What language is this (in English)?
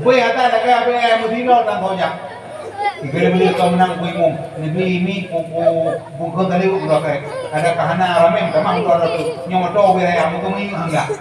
Achinese